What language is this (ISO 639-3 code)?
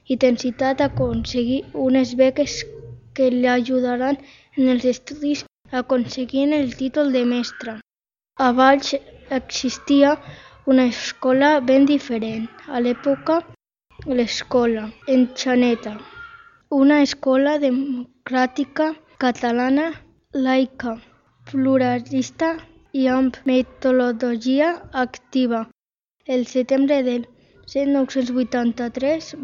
cat